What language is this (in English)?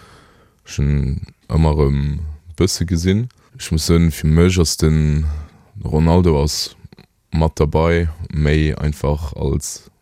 Luxembourgish